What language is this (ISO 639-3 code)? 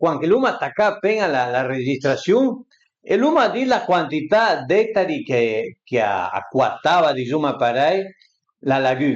pms